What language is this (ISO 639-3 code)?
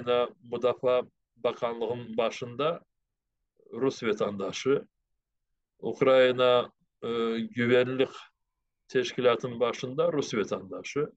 crh